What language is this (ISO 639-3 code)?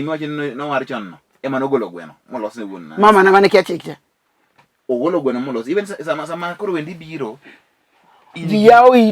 luo